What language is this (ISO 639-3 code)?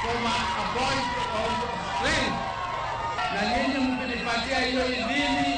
luo